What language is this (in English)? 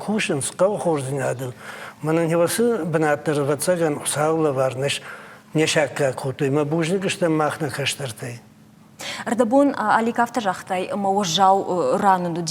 Ossetic